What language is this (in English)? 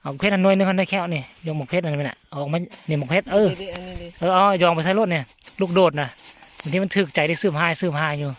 Northeastern Thai